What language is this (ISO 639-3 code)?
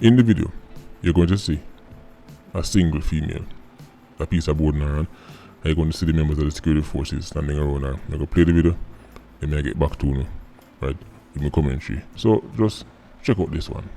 jam